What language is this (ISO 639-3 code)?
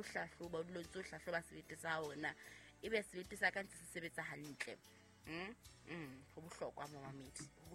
sot